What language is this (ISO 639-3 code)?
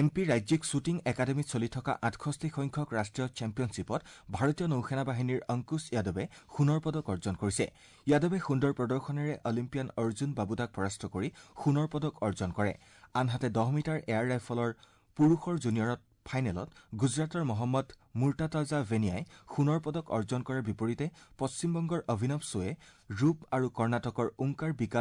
asm